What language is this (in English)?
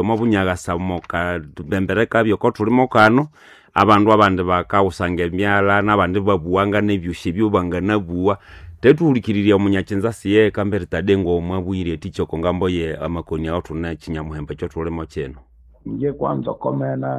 Nande